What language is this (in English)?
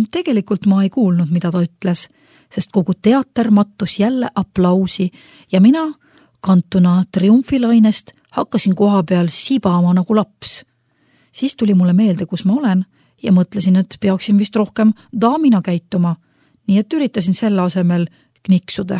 Estonian